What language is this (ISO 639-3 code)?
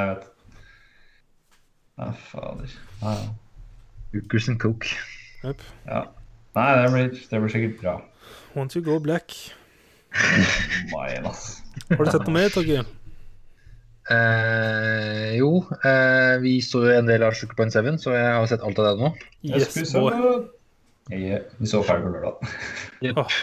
nor